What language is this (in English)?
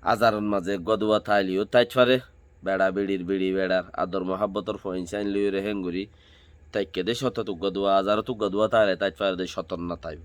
Rohingya